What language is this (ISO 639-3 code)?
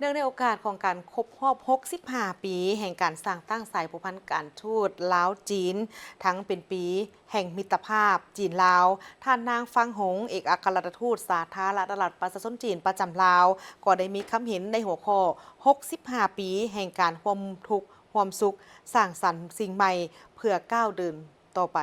lao